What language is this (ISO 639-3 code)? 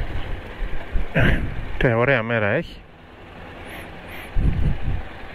ell